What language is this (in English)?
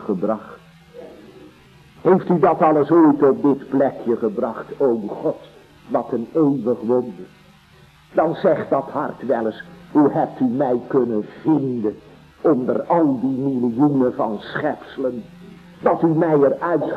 Dutch